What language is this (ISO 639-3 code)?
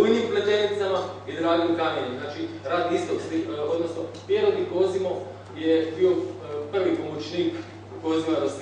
hrv